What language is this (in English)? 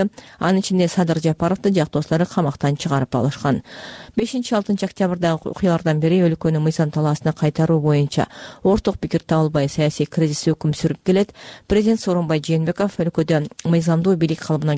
Kyrgyz